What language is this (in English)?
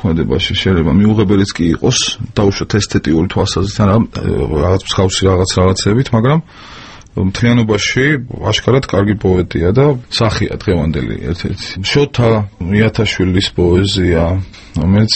Georgian